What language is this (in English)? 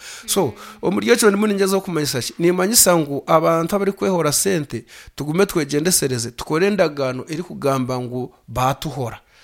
Nyankole